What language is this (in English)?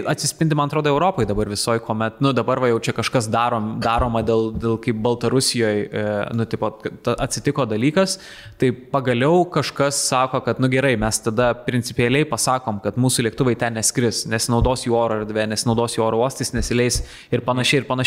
Lithuanian